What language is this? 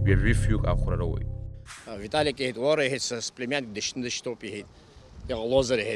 Abkhazian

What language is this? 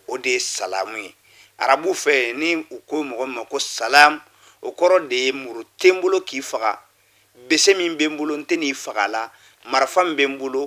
Bambara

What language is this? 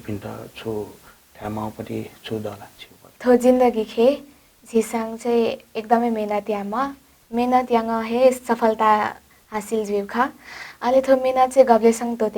Newari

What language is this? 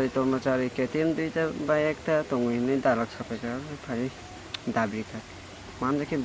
Kok Borok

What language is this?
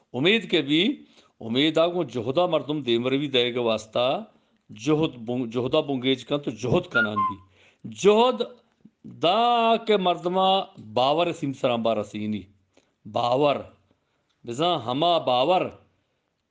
Eastern Balochi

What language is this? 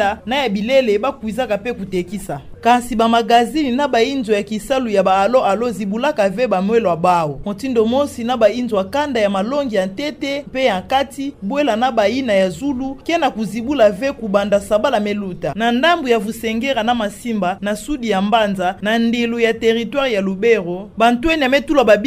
Kituba (Democratic Republic of Congo)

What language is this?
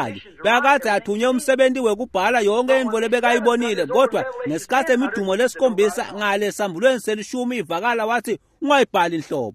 Swati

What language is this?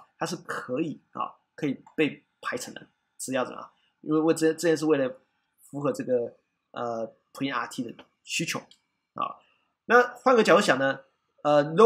Chinese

